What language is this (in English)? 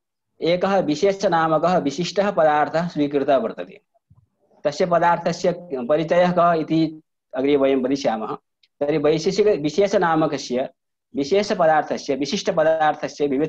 Sanskrit